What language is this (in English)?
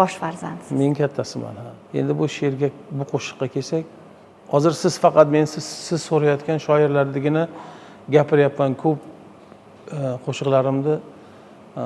Uzbek